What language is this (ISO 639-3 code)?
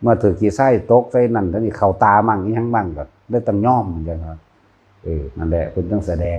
tts